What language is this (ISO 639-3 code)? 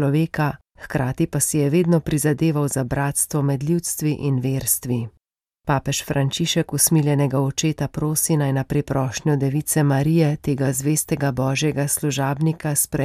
slv